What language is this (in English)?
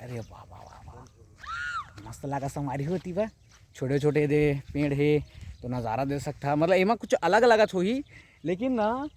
Chhattisgarhi